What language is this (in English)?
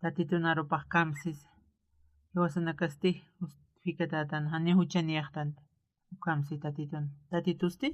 Aymara